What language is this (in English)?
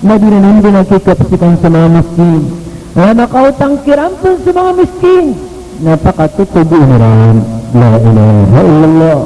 Maranao